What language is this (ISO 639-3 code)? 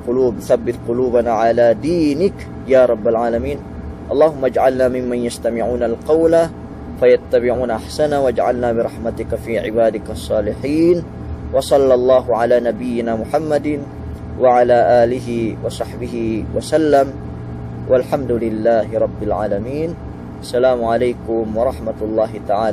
yka